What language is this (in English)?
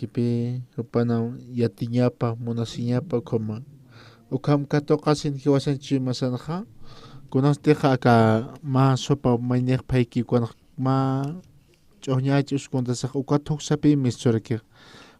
Aymara